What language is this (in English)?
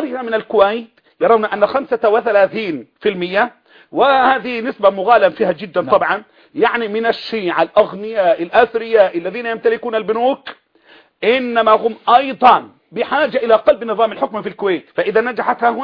Arabic